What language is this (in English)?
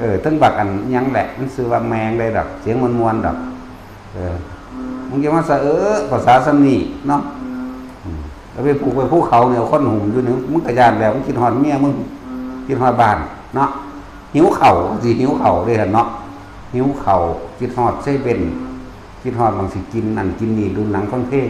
Northeastern Thai